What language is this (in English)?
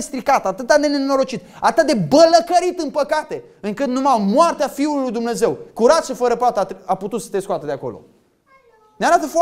Romanian